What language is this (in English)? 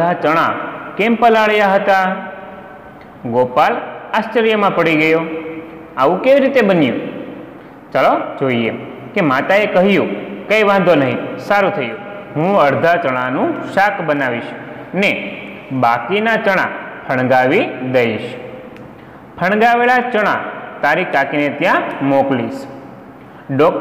Gujarati